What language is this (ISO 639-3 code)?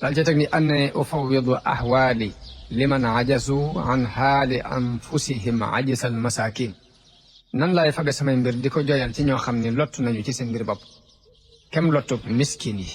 wol